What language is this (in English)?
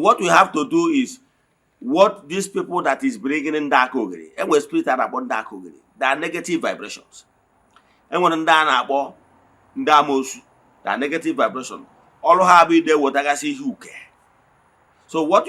Igbo